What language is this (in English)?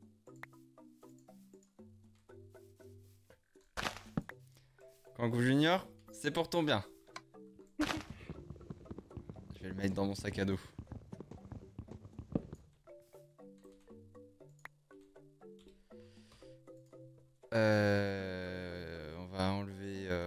French